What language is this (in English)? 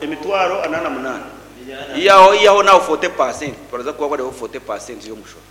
Nyankole